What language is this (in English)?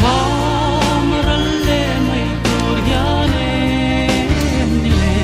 Mizo